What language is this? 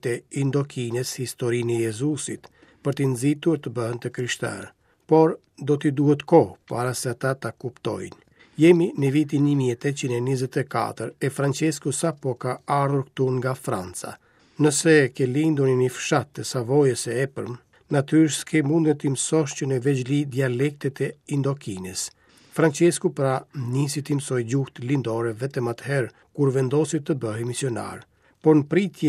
Albanian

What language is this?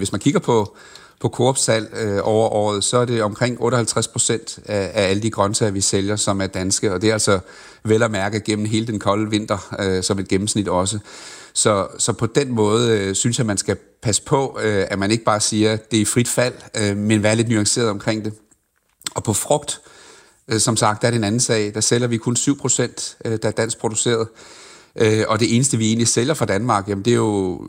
Danish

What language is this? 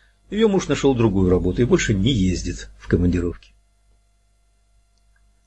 Russian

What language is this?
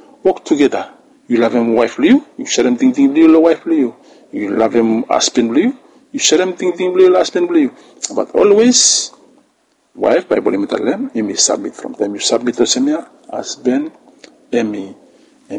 Bislama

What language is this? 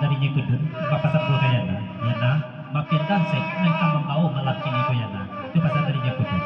Minangkabau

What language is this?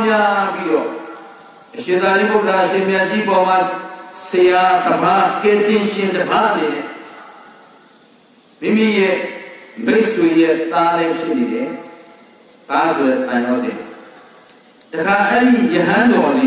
Burmese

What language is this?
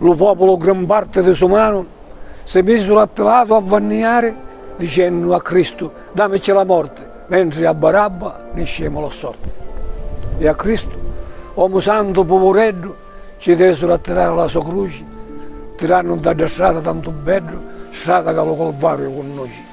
Sicilian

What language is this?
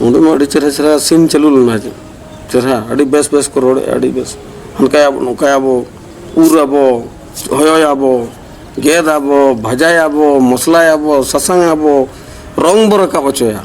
Santali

